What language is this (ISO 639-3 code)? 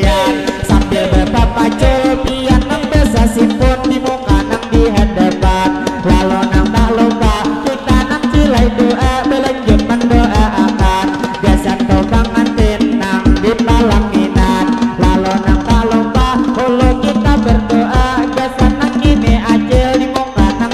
bjn